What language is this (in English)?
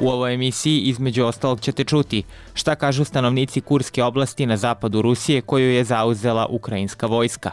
Serbian